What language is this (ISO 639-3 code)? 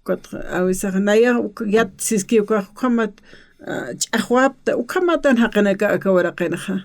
aym